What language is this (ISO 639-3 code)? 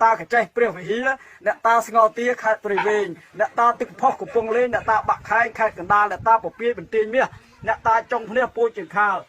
khm